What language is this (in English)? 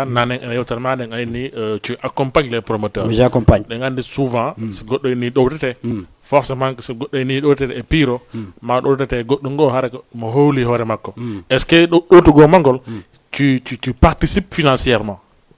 Fula